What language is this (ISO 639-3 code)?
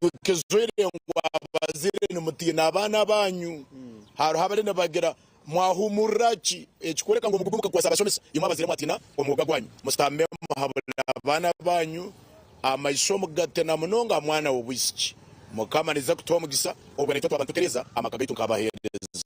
nyn